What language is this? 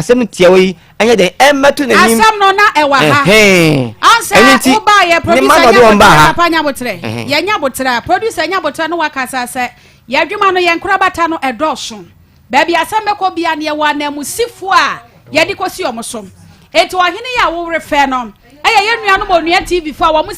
Akan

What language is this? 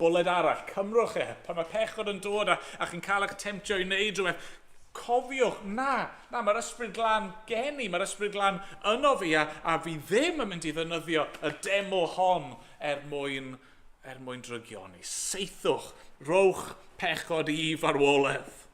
Welsh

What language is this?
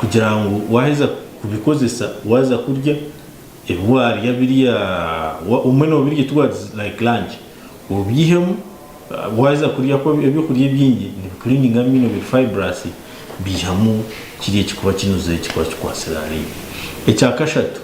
Nyankole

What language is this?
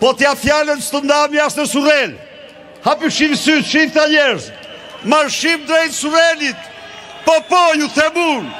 Albanian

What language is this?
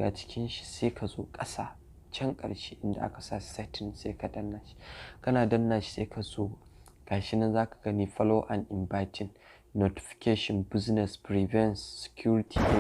Hausa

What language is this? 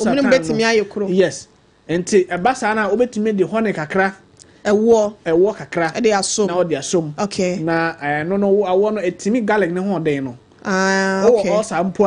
Akan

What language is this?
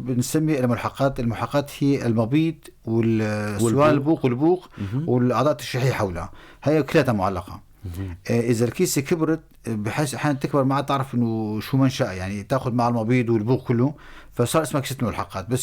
North Levantine Arabic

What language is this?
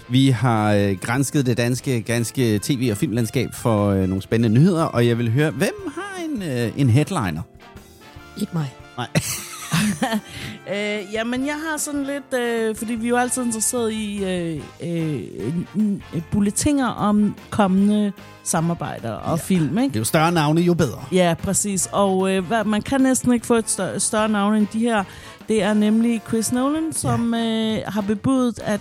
Danish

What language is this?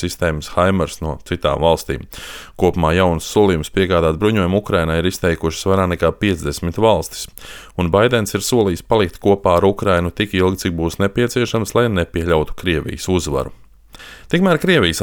Latvian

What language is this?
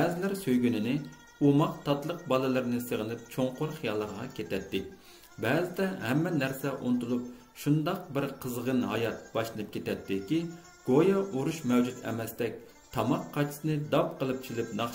Uyghur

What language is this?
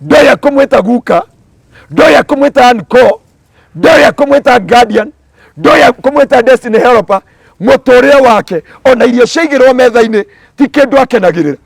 Kikuyu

